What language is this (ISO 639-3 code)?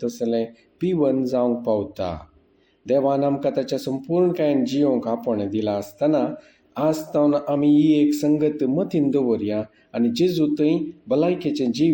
kok